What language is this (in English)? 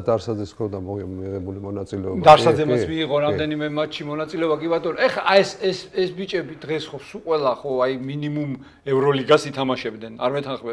Georgian